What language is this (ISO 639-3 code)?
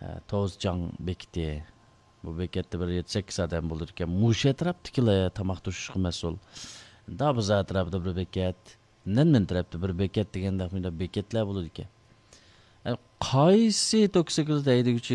uig